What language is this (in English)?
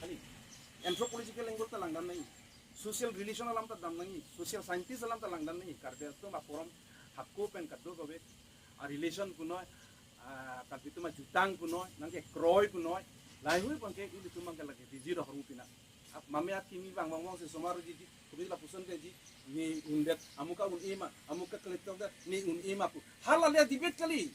Karbi